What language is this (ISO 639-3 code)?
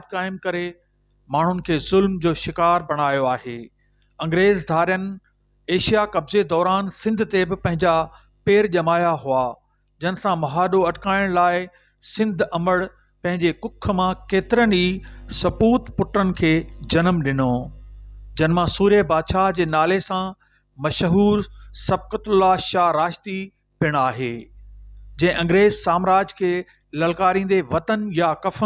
snd